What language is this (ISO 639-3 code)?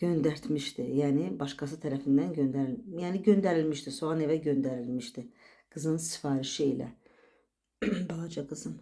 aze